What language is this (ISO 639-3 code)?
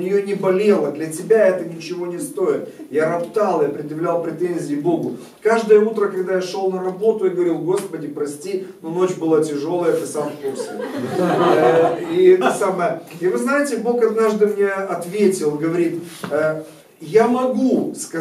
rus